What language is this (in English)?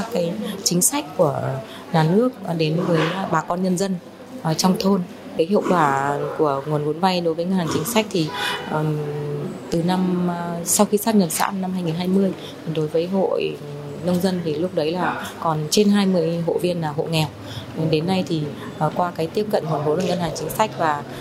Vietnamese